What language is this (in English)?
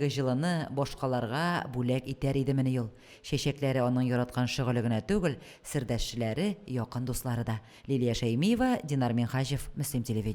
Tatar